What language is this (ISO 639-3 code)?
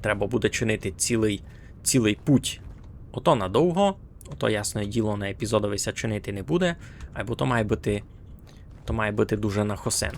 rue